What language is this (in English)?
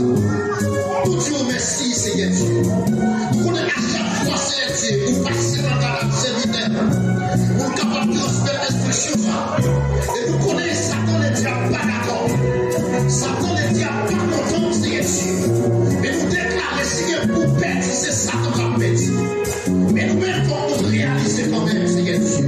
Haitian Creole